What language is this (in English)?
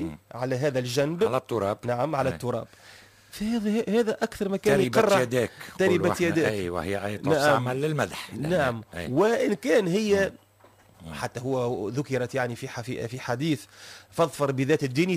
Tunisian Arabic